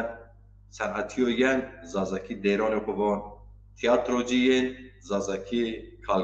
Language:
Zaza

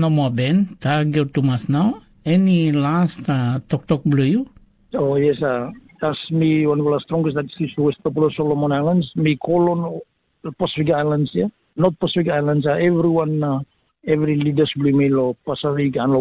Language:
Tok Pisin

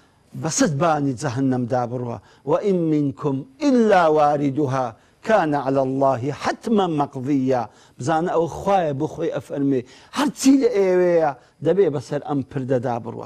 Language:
Central Kurdish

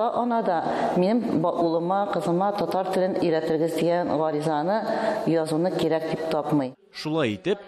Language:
Tatar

